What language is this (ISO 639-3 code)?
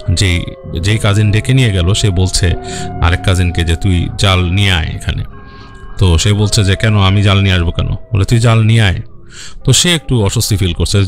ben